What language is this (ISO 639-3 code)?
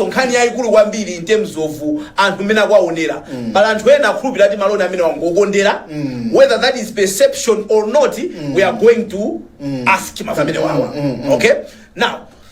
nya